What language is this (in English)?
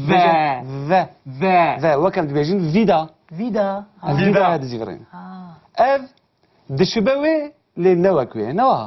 Kurdish